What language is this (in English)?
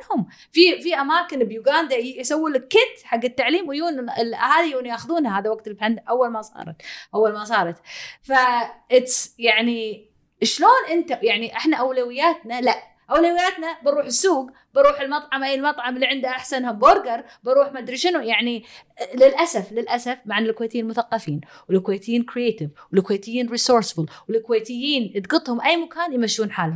Gulf Arabic